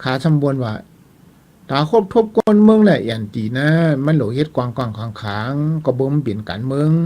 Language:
Shan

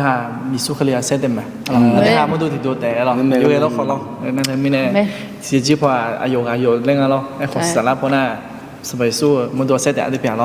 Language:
Akha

